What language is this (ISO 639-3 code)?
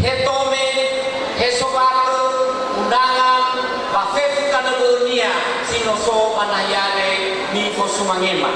nia